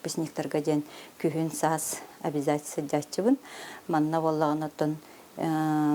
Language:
Yakut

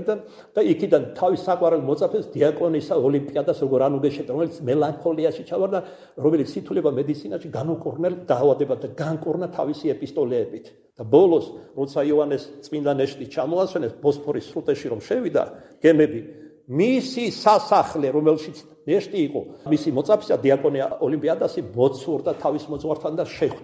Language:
Georgian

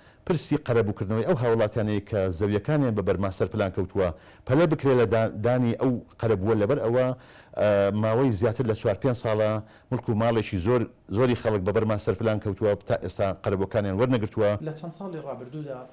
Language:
Central Kurdish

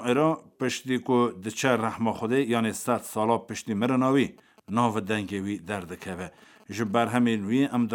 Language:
Kurdish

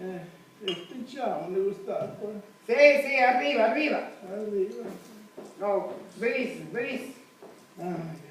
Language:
Sicilian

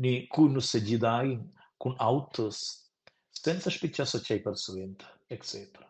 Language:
Romansh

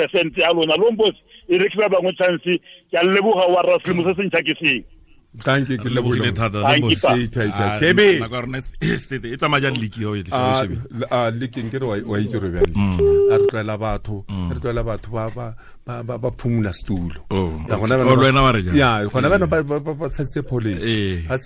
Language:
Tswana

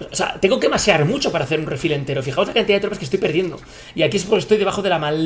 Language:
Spanish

